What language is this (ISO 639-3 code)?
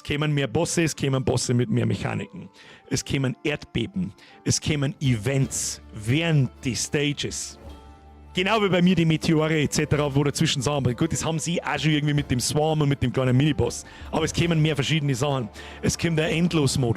bar